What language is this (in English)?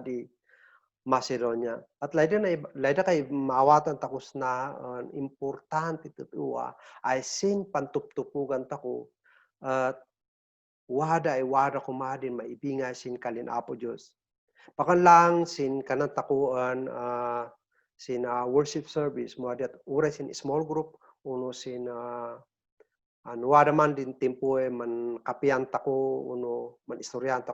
Kankanaey